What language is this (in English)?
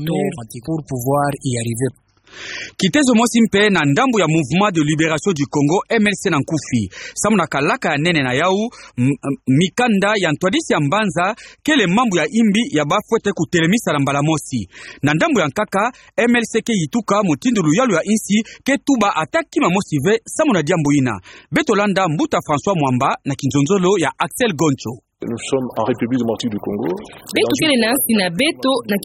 Kituba (Democratic Republic of Congo)